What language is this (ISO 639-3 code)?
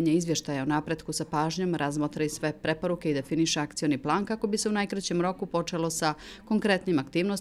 bos